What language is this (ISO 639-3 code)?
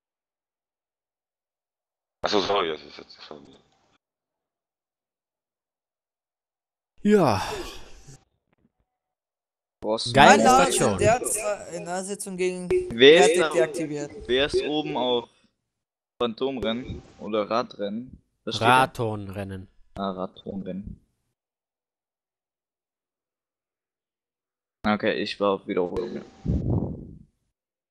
deu